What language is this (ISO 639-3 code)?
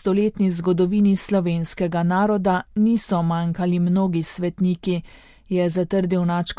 slv